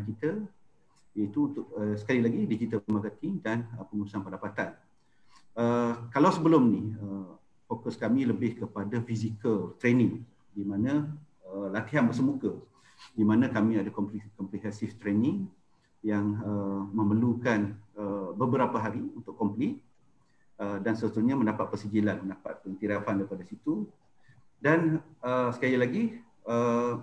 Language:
Malay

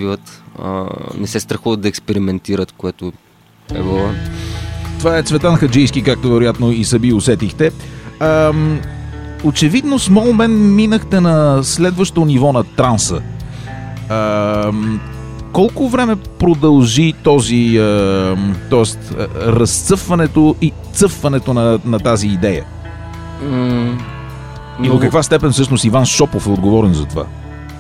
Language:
Bulgarian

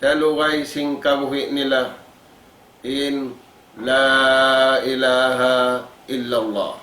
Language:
Tausug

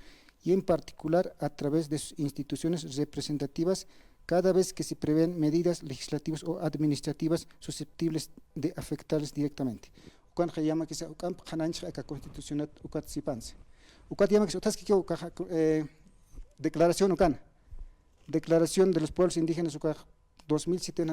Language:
Aymara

